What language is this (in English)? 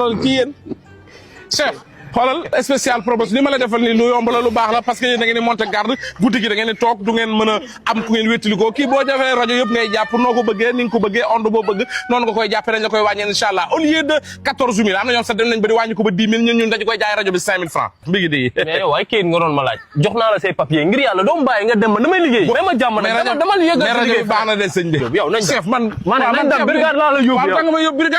Wolof